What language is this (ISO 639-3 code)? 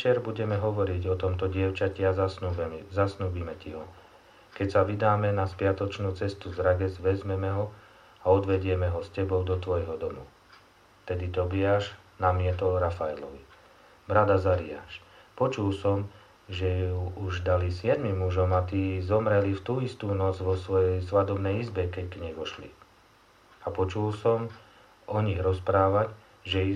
slk